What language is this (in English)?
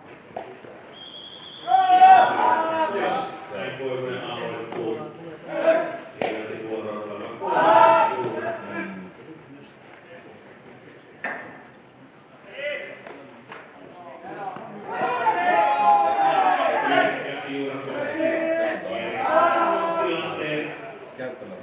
Finnish